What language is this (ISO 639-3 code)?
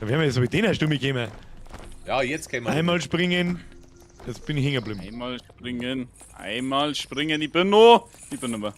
bar